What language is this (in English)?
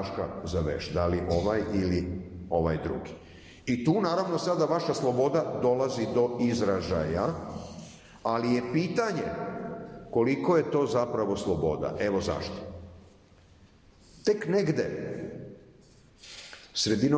Serbian